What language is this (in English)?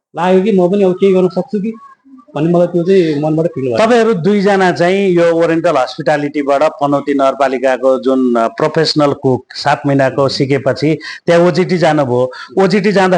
Nepali